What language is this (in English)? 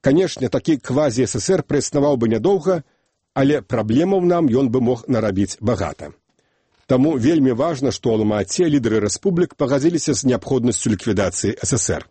Belarusian